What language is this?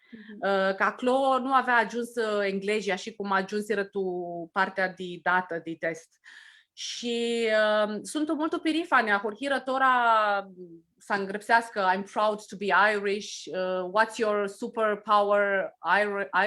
Aromanian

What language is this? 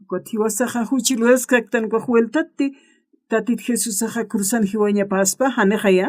Aymara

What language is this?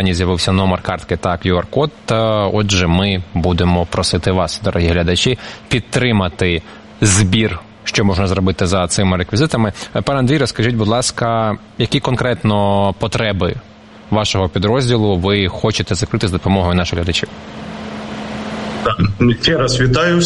Ukrainian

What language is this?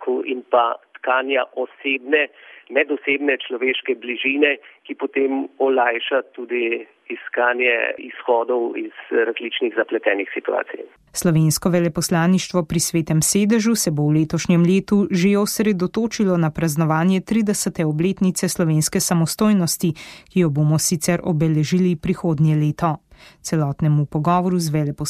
Slovenian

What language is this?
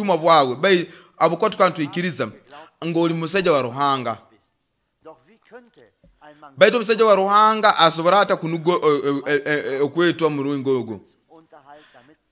Nyoro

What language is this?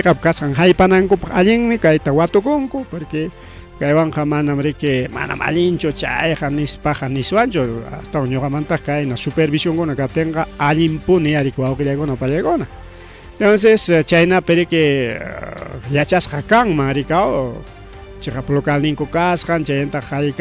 Ayacucho Quechua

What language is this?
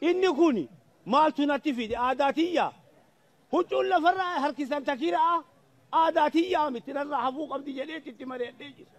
Oromo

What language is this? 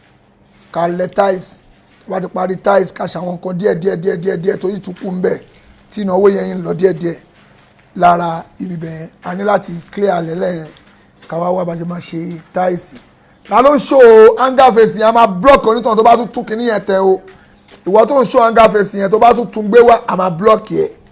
Yoruba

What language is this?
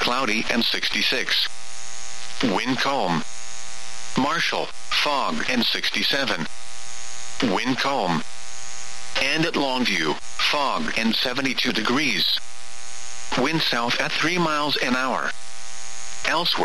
English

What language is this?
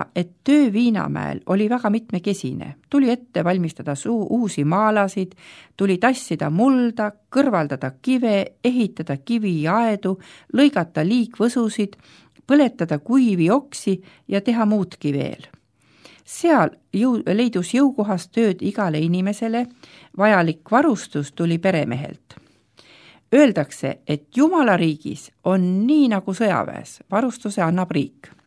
Estonian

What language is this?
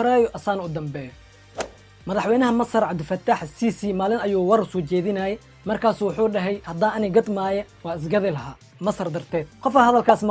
Somali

